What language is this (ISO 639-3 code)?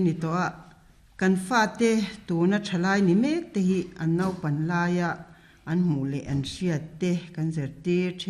lus